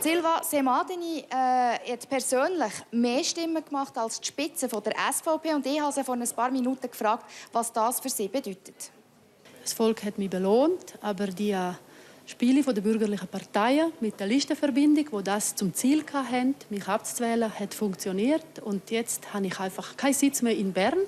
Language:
Romansh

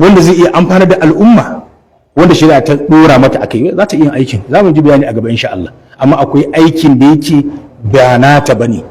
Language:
Hausa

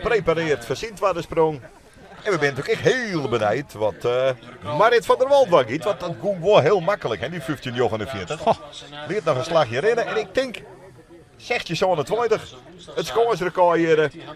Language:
Western Frisian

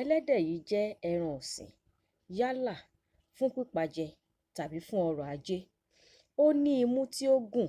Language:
Yoruba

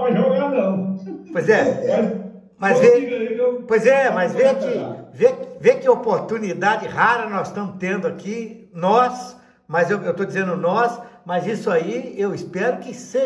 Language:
Portuguese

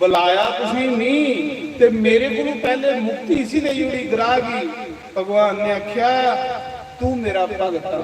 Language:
Dogri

